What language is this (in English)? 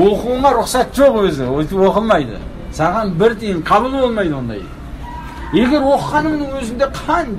Kazakh